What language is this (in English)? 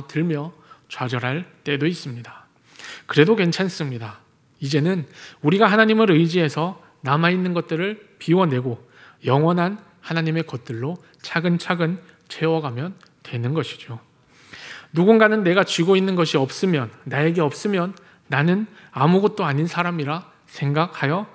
Korean